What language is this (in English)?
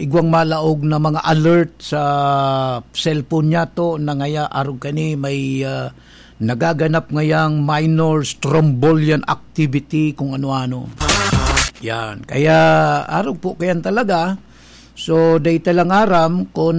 Bikol